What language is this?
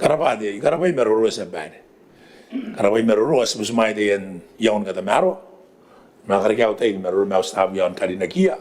Gilbertese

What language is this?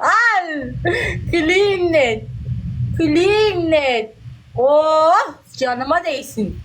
Turkmen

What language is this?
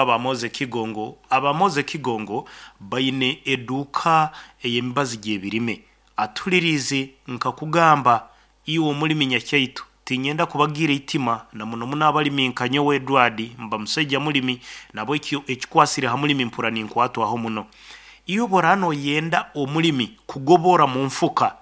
Nyoro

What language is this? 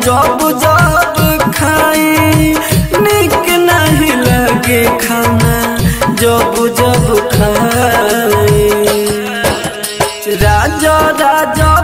Bhojpuri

